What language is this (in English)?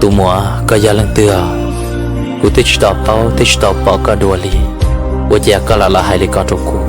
Hmong